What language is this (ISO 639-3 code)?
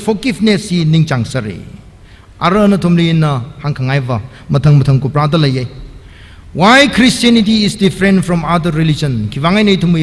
nmf